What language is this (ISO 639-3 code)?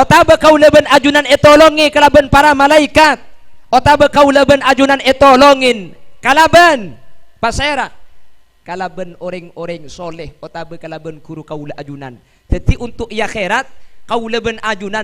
mad